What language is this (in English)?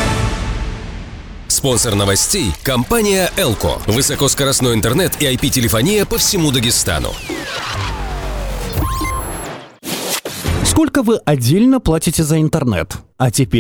Russian